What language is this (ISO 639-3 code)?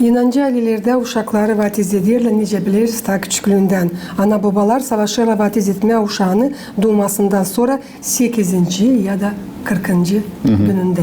gag